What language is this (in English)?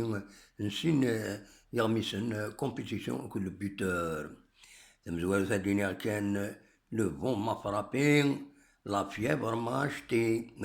Kabyle